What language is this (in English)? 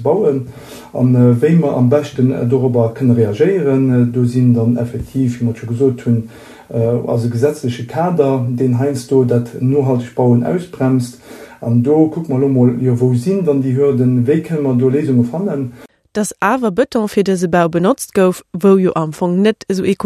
Luxembourgish